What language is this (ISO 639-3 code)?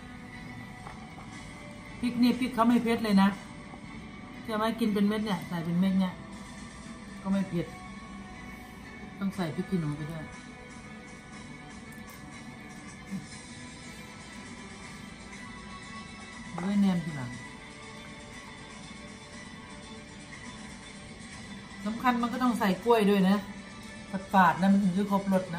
tha